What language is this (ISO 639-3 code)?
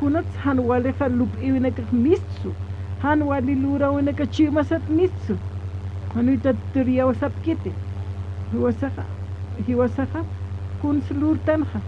aym